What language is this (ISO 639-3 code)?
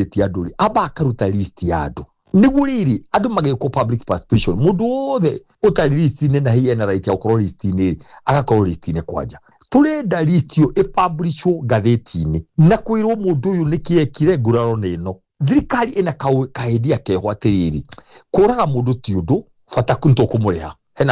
kik